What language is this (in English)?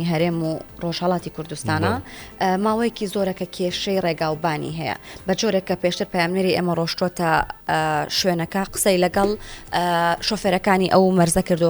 Central Kurdish